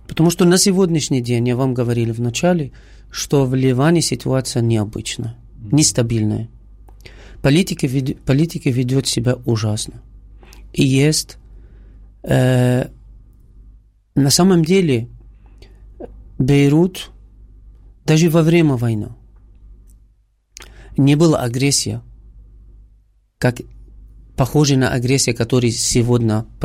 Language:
Russian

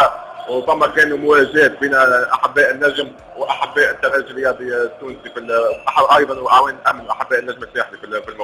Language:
Tunisian Arabic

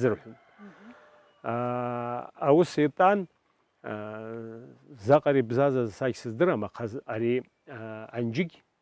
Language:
Abkhazian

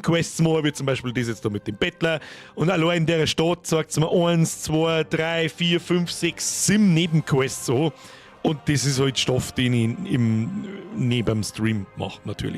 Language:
Bavarian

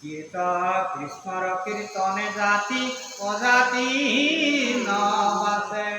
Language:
Assamese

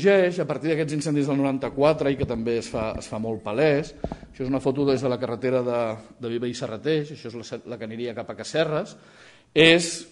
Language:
Catalan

